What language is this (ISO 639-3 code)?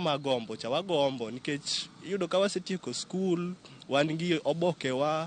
luo